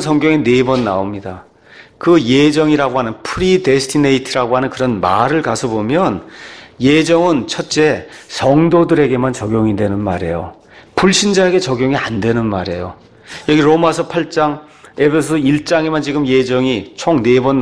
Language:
Korean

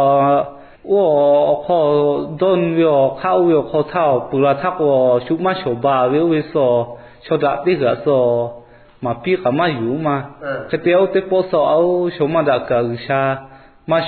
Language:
Lahu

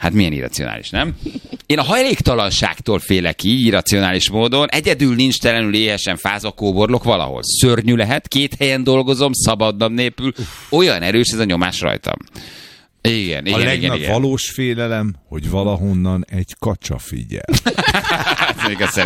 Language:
Hungarian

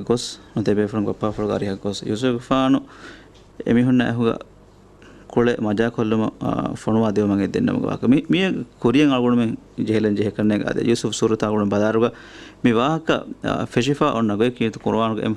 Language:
Divehi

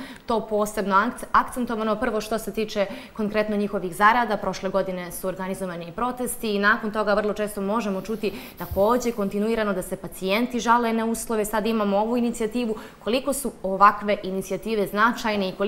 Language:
Bosnian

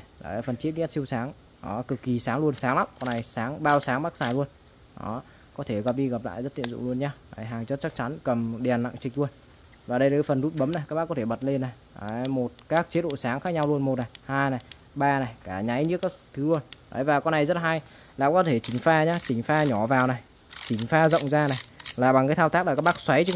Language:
Vietnamese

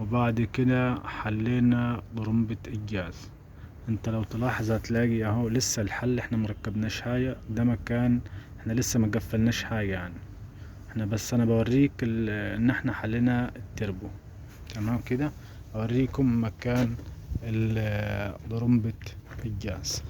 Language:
Egyptian Arabic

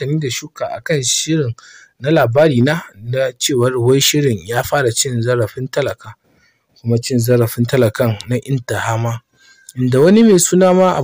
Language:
Hausa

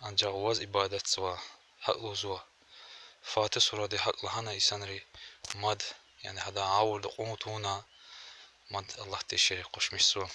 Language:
Lezghian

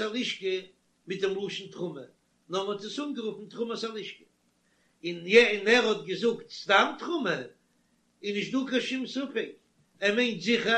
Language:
Yiddish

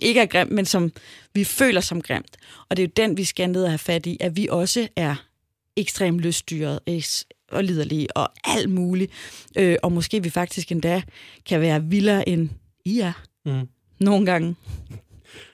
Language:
Danish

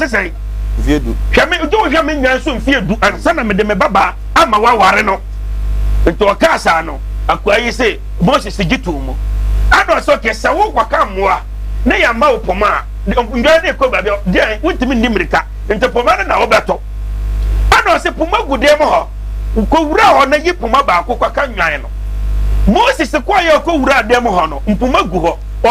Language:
Akan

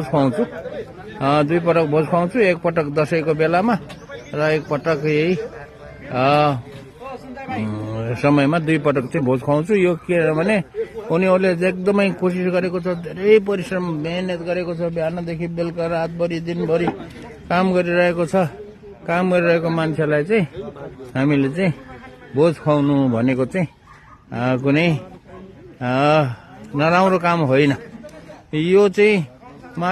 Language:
Nepali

